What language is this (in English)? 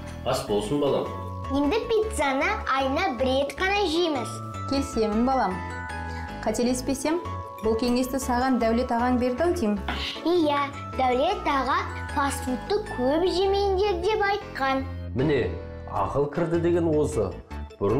Kazakh